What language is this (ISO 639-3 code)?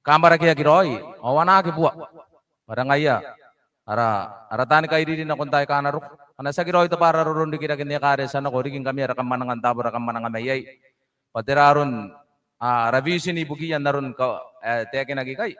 gil